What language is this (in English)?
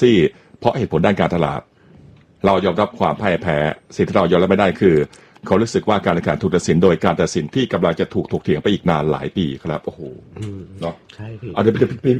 Thai